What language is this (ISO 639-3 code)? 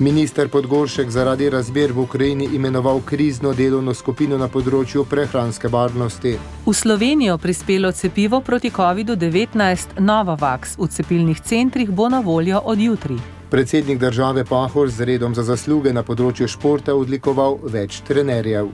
slv